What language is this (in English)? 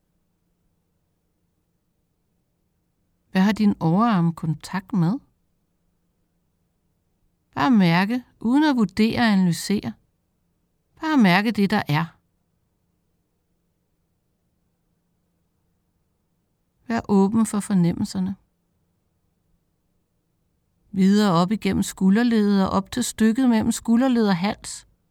Danish